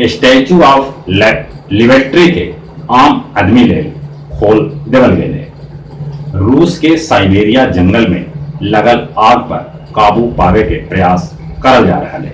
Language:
Magahi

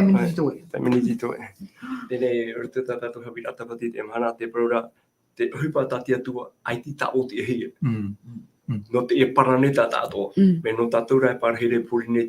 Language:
Tahitian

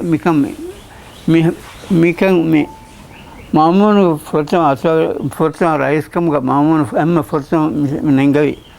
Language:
Divehi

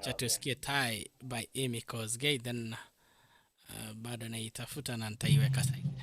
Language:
Kalenjin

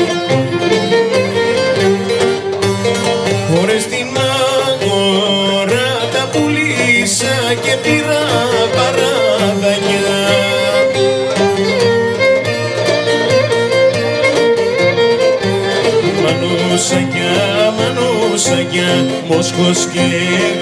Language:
Greek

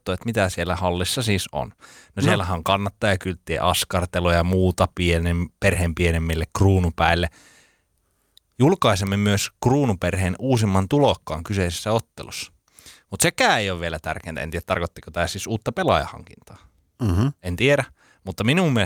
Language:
Finnish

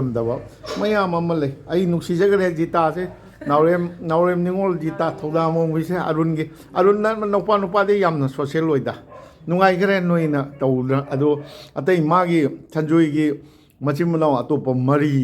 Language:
Manipuri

